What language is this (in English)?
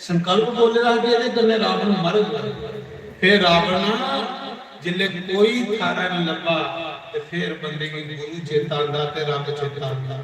Dogri